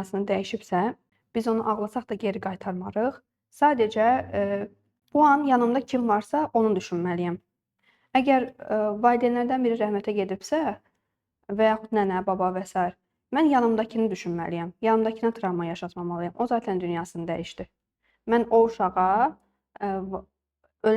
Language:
Azerbaijani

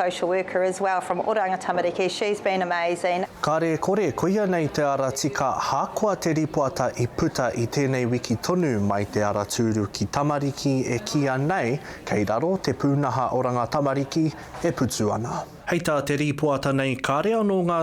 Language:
Māori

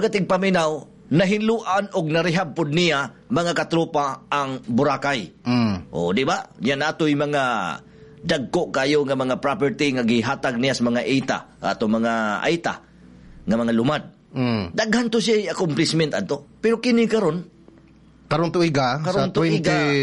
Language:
Cebuano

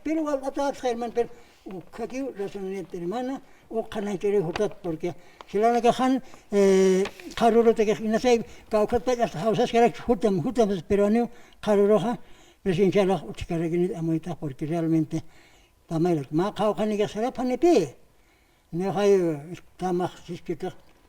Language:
Aymara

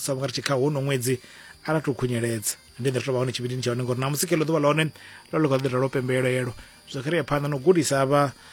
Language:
Venda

